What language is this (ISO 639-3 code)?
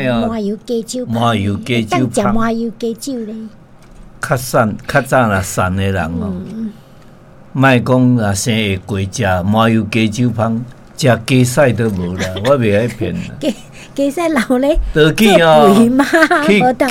nan